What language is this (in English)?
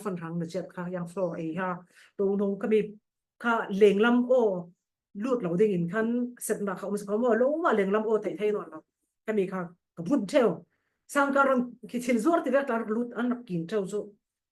Falam Chin